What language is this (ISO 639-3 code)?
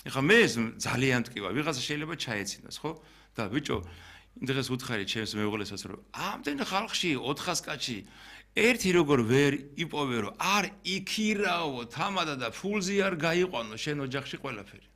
kat